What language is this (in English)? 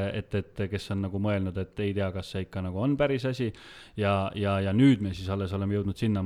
Estonian